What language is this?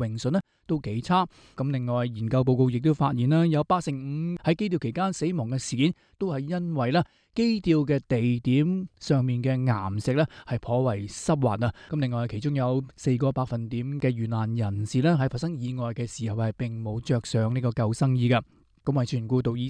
Cantonese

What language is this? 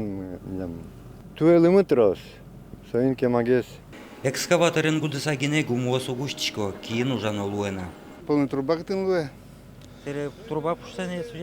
Udmurt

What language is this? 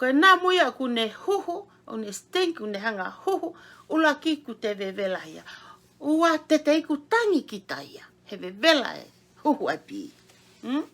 Tongan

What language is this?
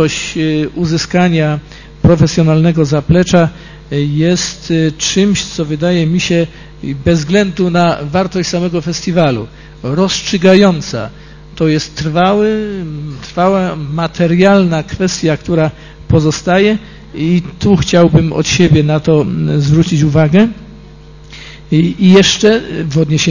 Polish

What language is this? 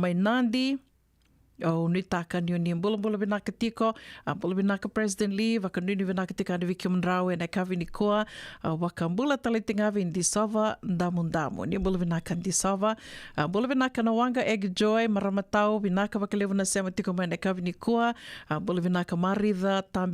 Fijian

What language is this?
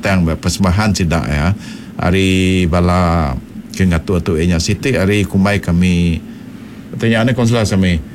Iban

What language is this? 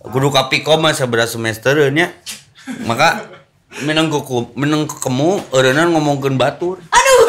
Sundanese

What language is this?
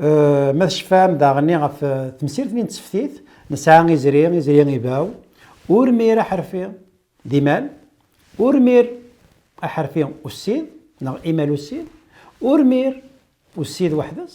Kabyle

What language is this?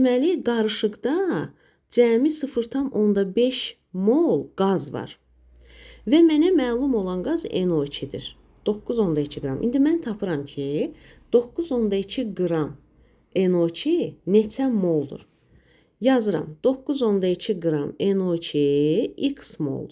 Azerbaijani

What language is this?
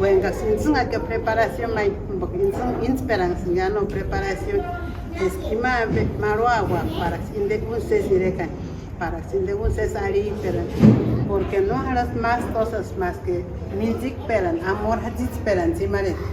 Purepecha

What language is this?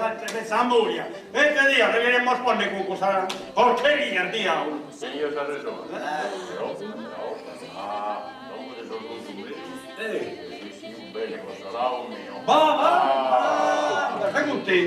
Sardinian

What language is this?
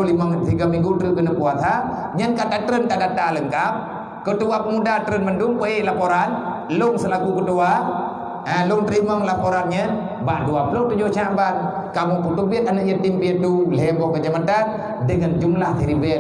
Achinese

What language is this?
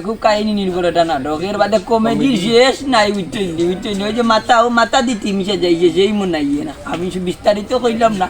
Sylheti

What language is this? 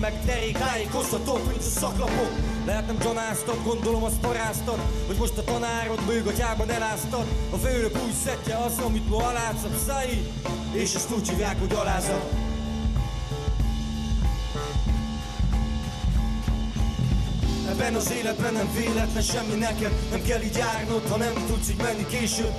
Hungarian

